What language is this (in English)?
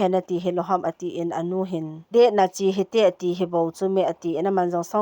Thado Chin